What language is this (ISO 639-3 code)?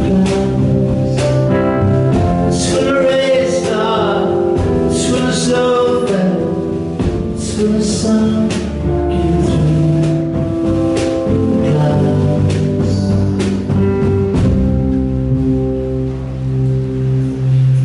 eng